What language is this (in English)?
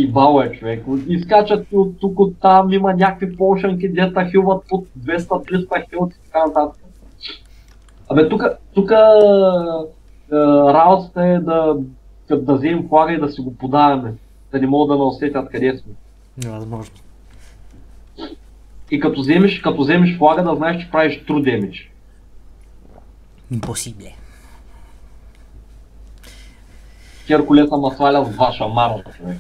Bulgarian